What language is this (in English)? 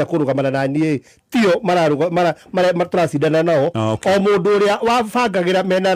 Kikuyu